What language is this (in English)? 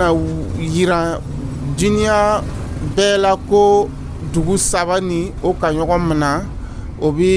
Dyula